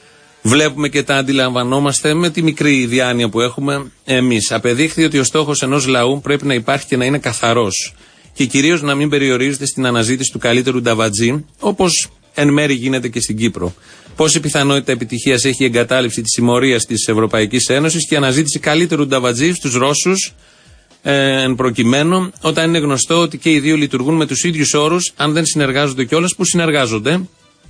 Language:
Greek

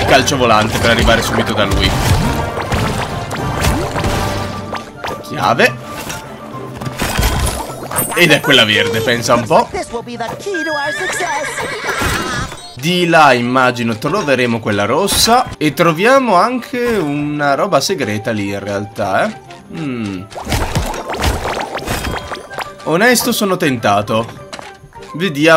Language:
Italian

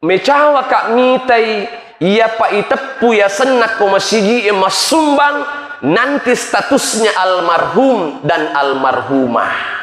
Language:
Buginese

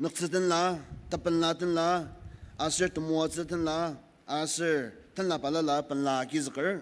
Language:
Ao Naga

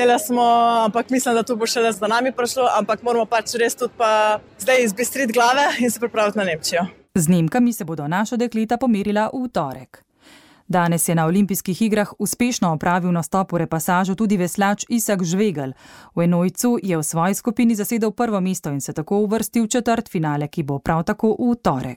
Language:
Slovenian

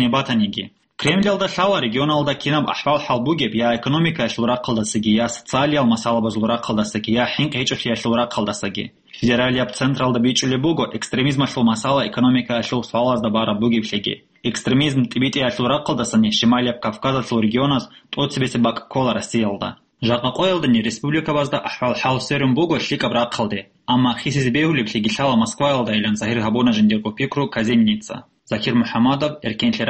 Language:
Avaric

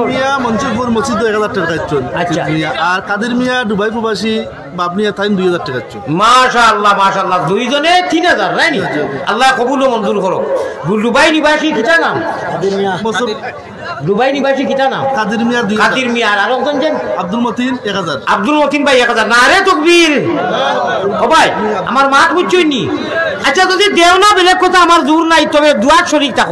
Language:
Sylheti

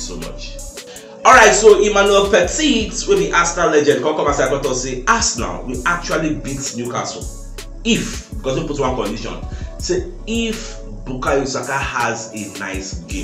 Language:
Nigerian Pidgin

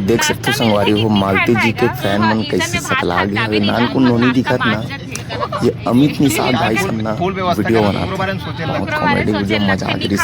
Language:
Chhattisgarhi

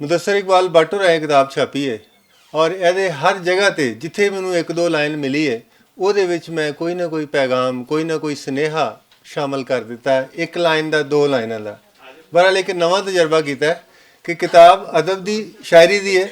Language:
Western Panjabi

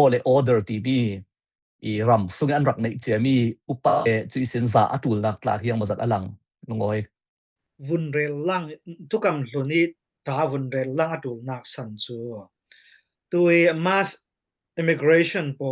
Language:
Falam Chin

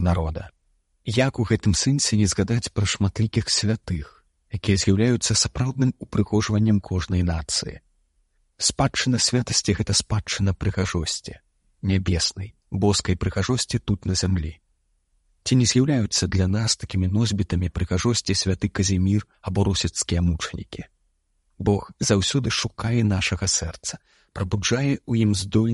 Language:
Belarusian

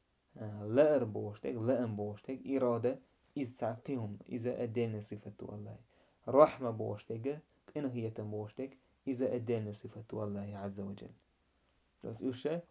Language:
Chechen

